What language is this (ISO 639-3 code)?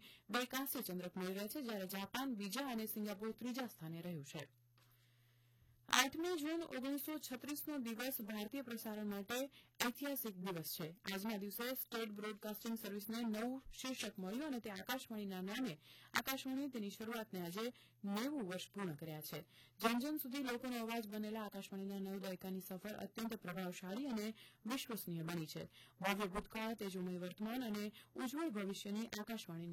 guj